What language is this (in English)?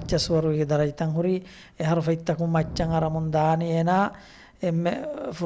Divehi